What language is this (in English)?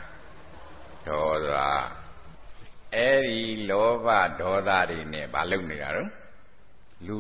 Burmese